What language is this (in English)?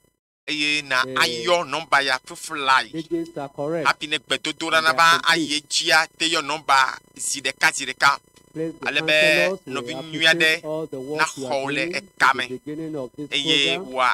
Ewe